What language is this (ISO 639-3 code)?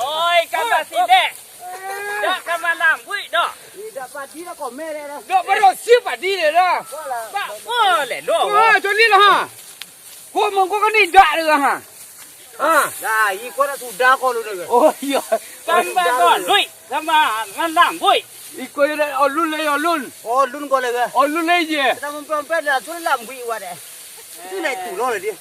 min